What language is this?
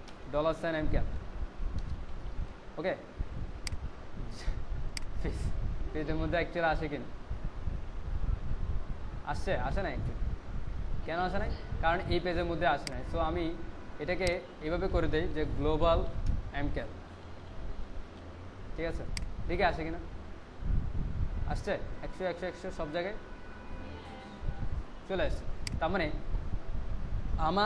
Bangla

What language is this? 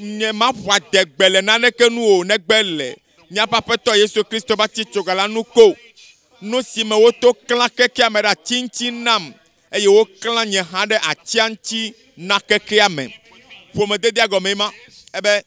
Ewe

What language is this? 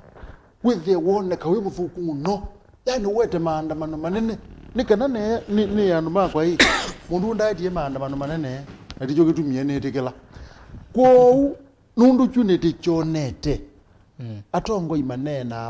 Kamba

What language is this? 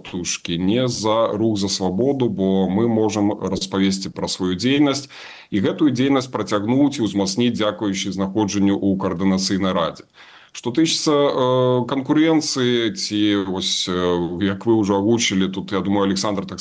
Belarusian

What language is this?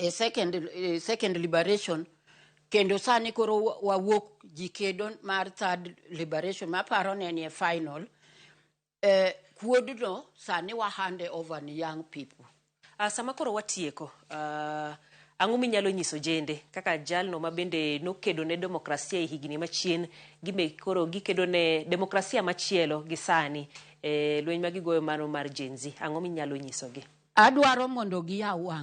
Luo (Kenya and Tanzania)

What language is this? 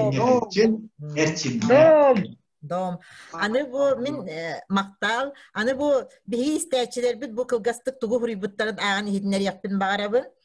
Yakut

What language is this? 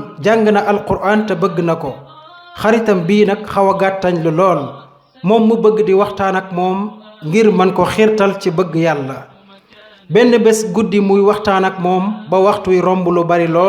Wolof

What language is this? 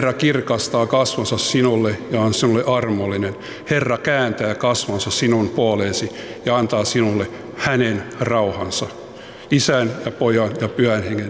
Finnish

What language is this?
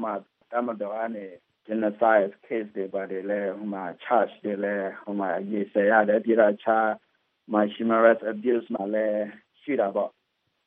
Burmese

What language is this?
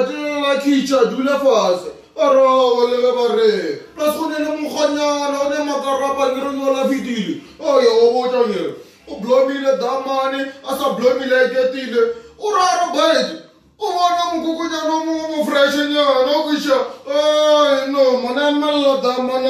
Northern Sotho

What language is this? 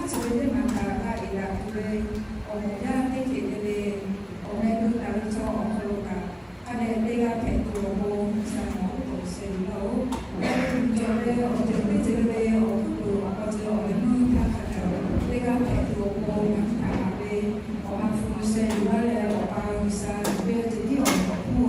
Lahu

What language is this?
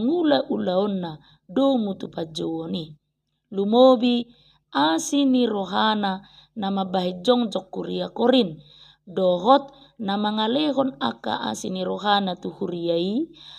Batak Toba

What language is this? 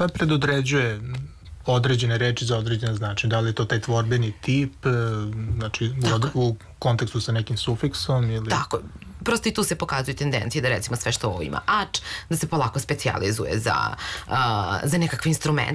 Serbian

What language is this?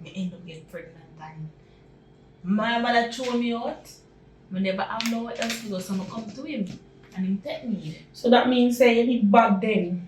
Jamaican Creole English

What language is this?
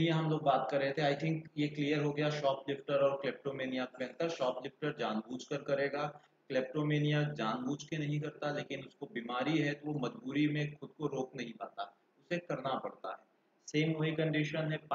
Hindi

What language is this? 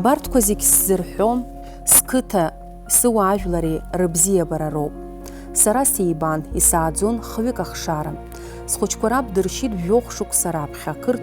Abkhazian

